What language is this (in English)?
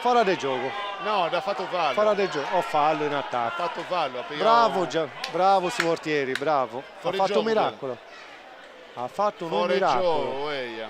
Sardinian